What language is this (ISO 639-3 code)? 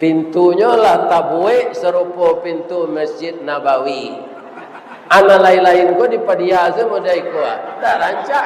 min